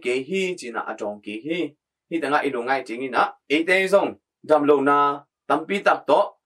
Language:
Tedim Chin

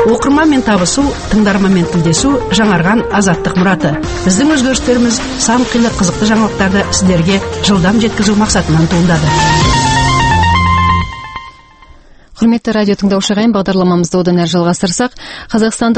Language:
Kazakh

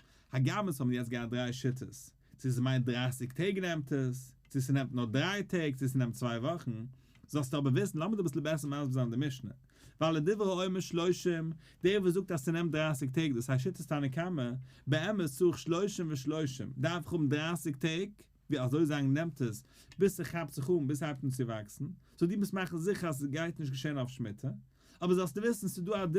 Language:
Yiddish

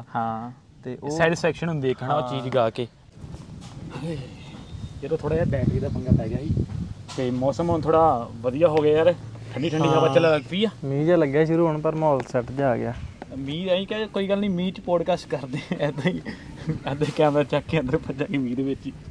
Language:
Punjabi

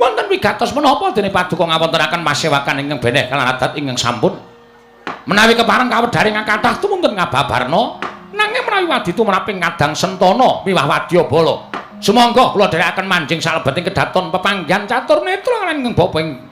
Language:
Javanese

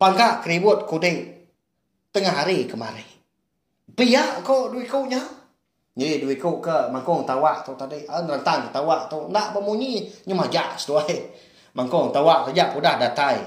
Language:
Iban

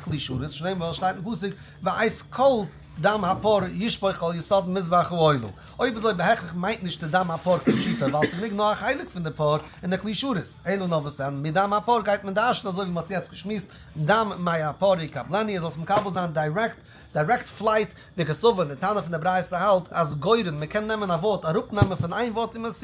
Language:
Yiddish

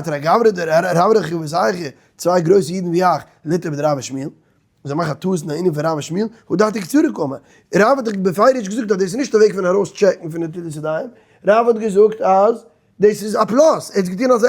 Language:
Yiddish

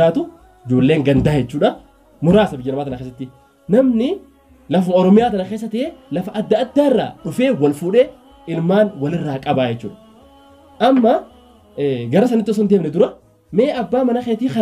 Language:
Oromo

